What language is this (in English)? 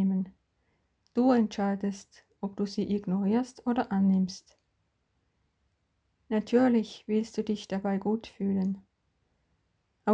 German